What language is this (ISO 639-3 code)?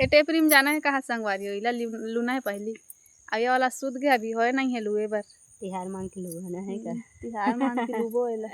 hne